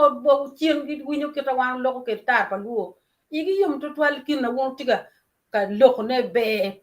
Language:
Acoli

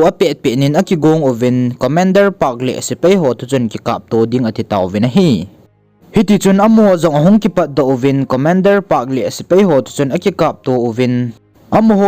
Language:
Thado Chin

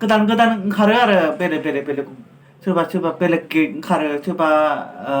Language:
Bodo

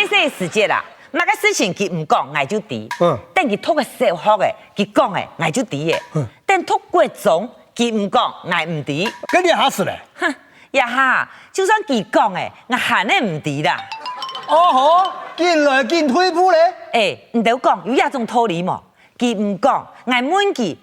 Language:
Hakka Chinese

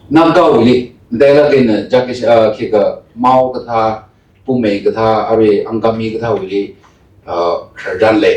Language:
Tangkhul Naga (India)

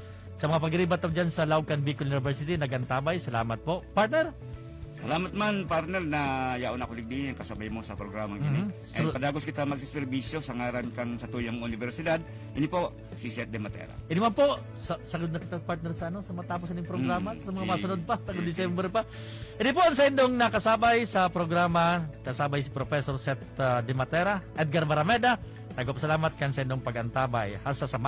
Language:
Bikol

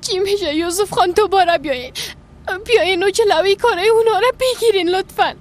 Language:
Persian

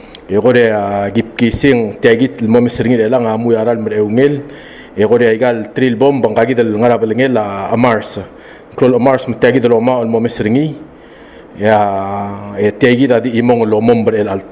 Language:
Palauan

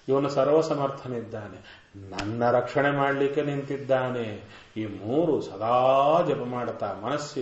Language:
Kannada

